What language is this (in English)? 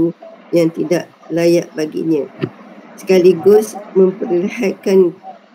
Malay